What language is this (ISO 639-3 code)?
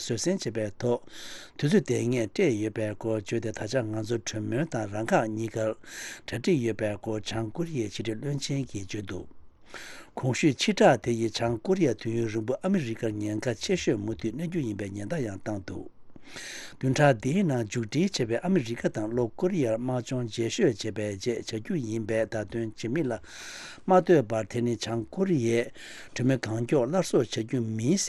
bod